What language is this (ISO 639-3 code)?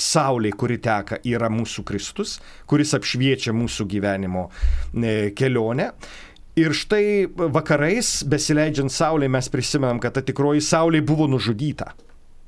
lit